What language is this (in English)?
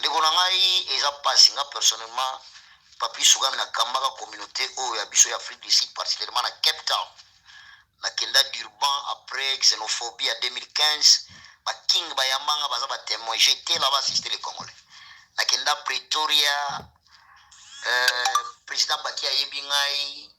Lingala